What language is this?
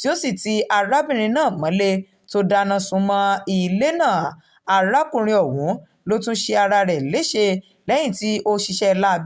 Yoruba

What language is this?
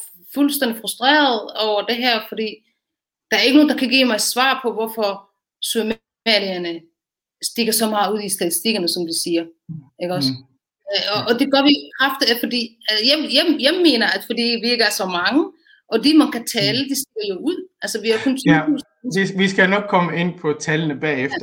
Danish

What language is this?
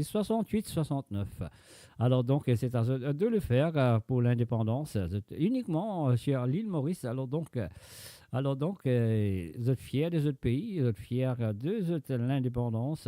Morisyen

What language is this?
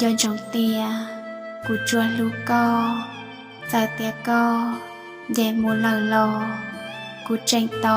Hmong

